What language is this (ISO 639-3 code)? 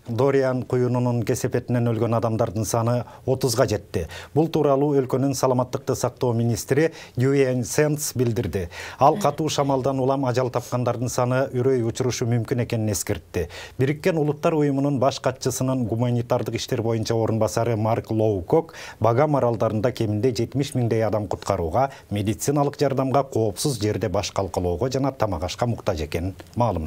kir